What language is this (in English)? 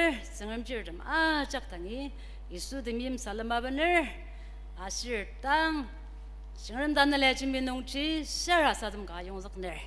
Ao Naga